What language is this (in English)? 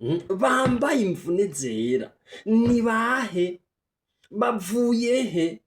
Rundi